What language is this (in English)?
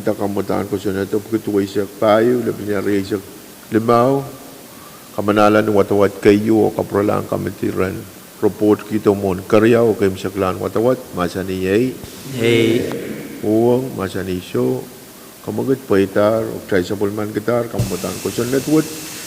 Pohnpeian